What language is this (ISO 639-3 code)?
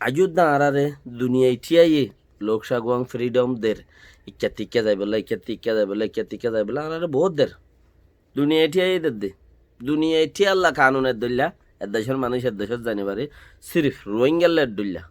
rhg